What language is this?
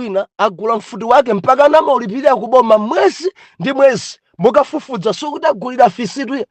Nyanja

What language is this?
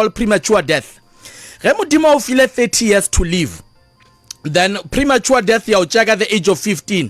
Northern Sotho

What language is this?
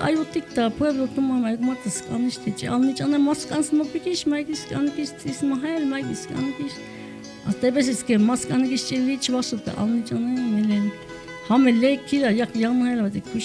Tzeltal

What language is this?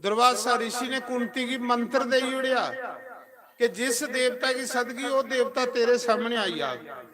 Dogri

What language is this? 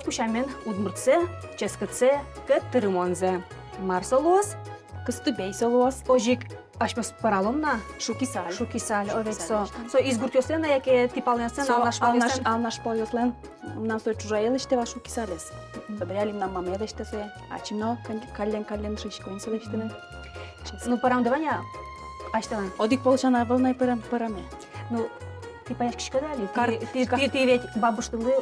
Udmurt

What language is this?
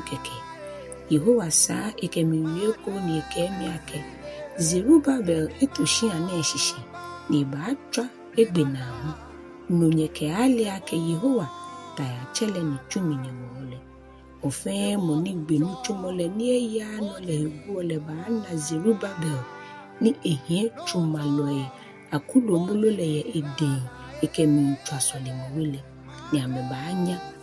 Ga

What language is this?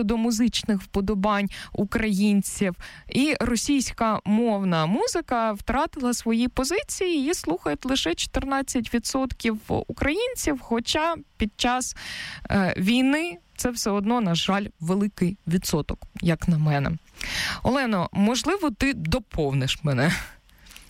Ukrainian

